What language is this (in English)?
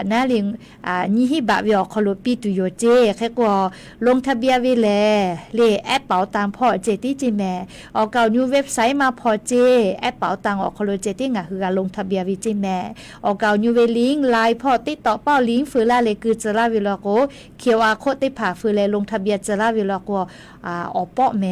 Lahu